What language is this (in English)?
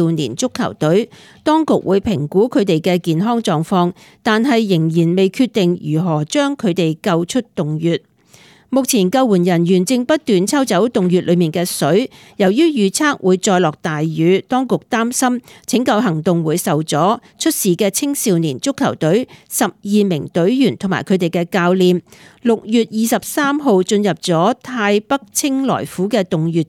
Cantonese